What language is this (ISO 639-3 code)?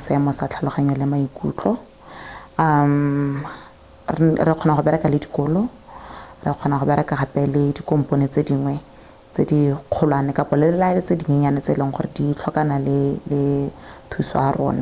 tsn